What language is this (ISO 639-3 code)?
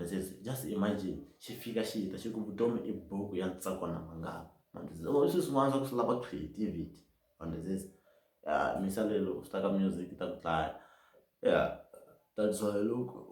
tso